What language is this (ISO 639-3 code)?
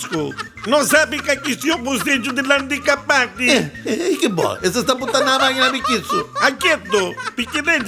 nap